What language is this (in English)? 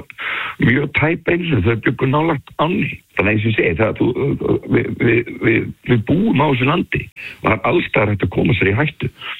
Icelandic